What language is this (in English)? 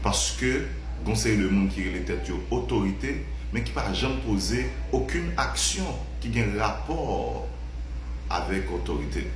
Haitian Creole